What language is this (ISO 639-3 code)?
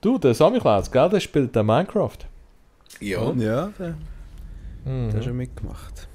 gsw